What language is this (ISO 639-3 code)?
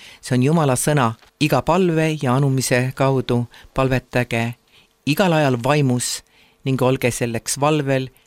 est